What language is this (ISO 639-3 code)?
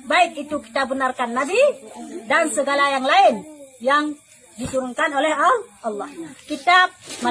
ace